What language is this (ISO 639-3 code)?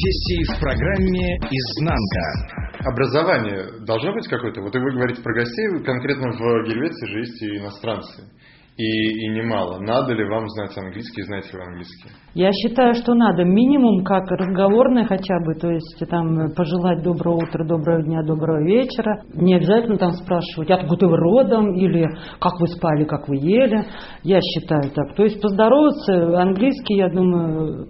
rus